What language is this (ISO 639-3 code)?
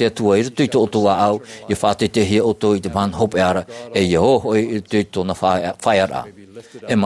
tah